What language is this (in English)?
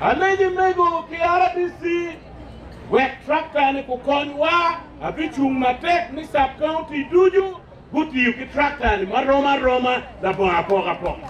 Acoli